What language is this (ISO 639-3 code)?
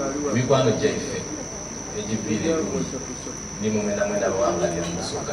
xog